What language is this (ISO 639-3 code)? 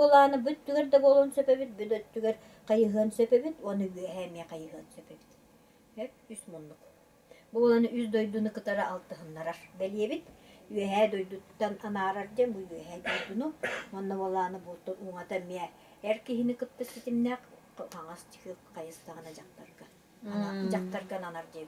sah